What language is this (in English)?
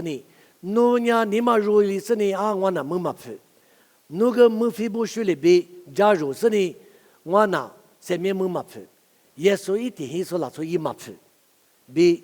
Lisu